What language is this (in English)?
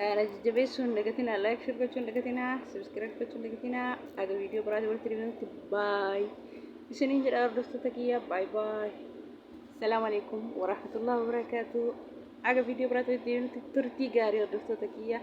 Oromo